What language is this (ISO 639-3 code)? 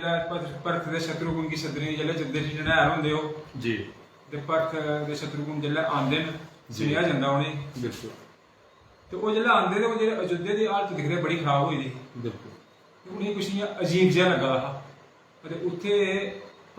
doi